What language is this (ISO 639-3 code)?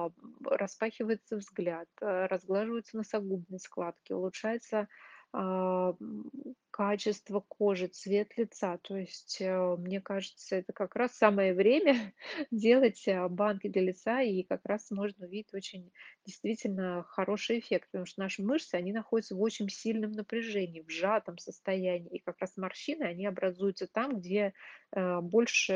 rus